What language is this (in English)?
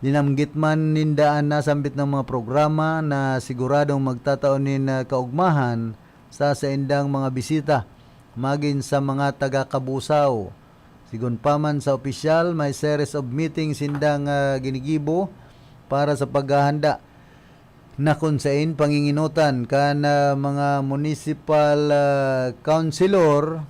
Bikol